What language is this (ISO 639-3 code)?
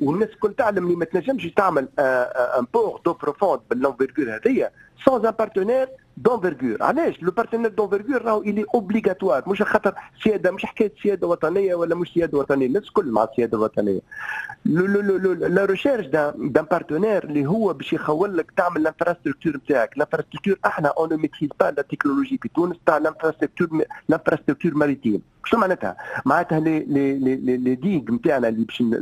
aeb